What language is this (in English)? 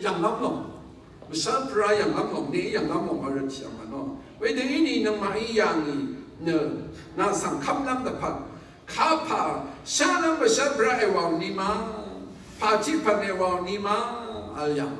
Rawang